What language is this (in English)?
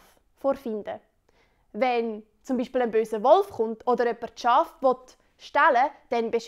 Swiss German